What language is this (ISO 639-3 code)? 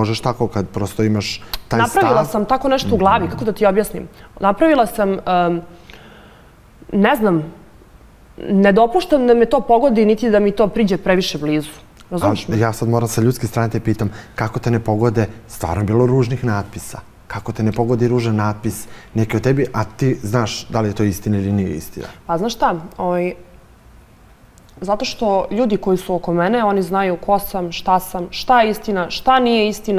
srp